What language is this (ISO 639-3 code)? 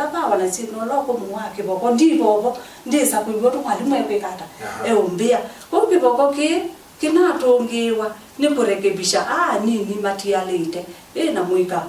kam